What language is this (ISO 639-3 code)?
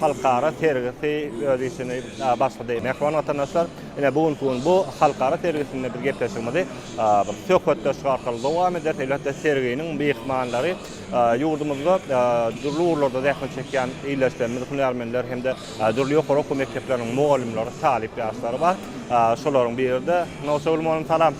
tuk